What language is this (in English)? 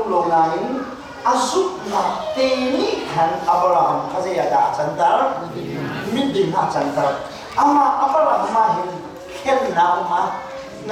Hakha Chin